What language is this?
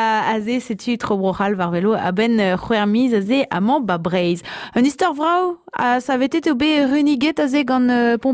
Breton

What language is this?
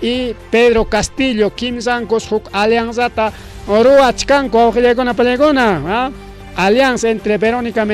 Ayacucho Quechua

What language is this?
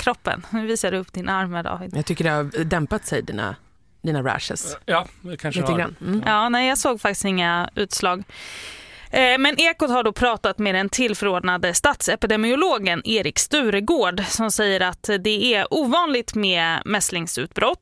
Swedish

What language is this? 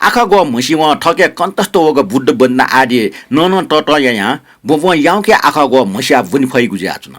Newari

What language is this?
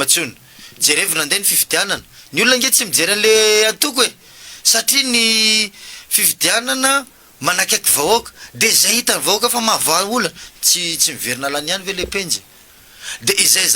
Malagasy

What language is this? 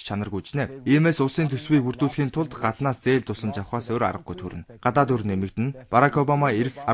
Mongolian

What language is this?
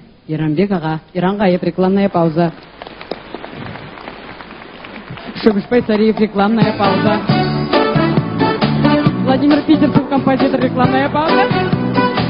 Kazakh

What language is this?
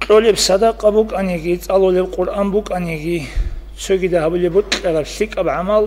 Avaric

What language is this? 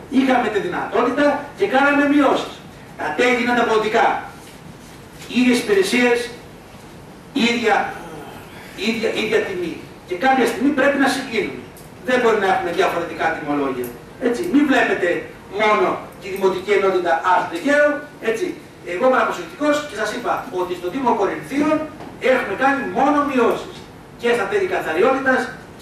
Greek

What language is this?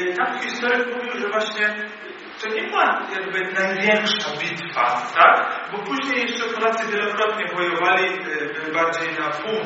Polish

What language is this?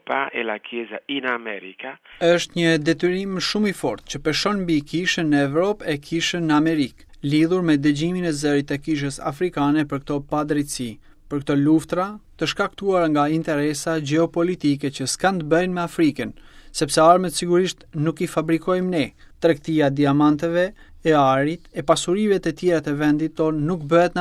Albanian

